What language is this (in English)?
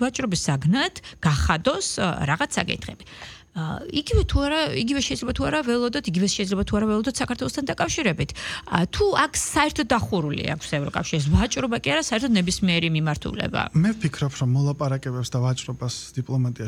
Georgian